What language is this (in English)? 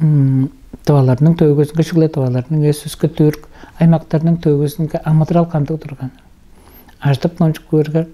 Tuvinian